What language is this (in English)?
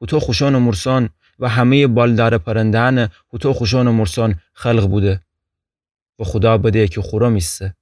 Gilaki